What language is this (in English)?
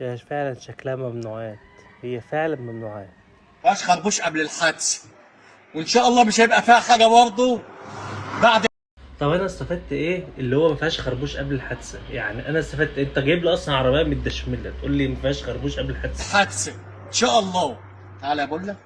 Egyptian Arabic